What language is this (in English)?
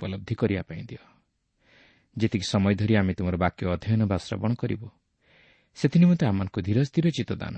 Odia